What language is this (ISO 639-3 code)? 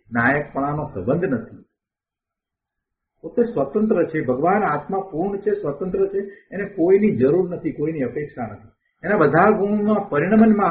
guj